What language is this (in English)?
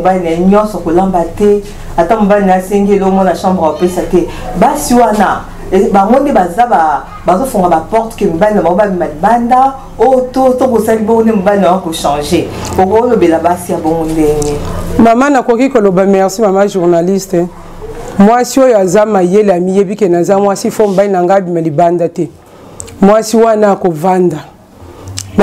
Lingala